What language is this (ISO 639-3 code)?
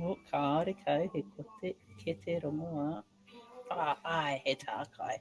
mri